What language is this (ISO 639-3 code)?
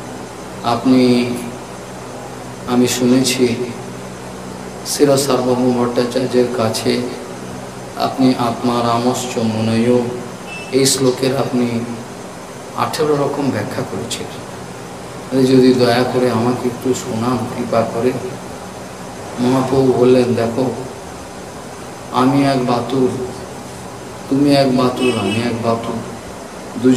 ben